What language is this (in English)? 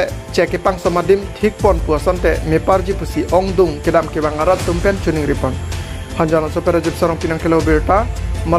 Karbi